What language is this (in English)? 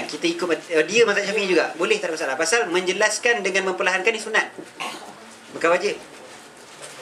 Malay